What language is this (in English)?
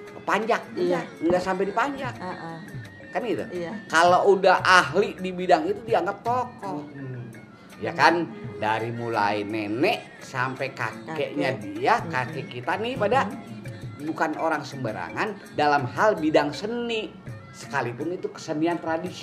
Betawi